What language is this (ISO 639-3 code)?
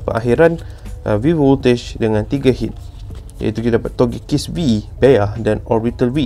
msa